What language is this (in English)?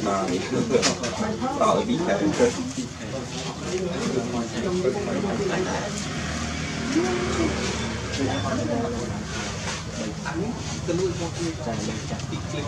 Vietnamese